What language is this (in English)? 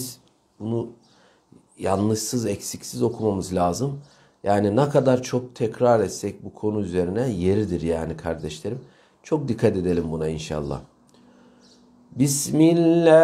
Turkish